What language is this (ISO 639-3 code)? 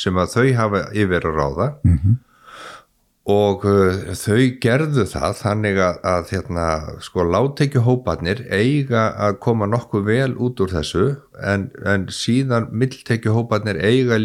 isl